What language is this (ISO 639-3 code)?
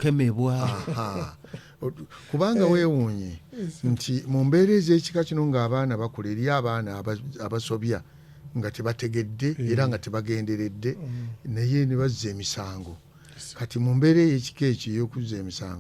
lug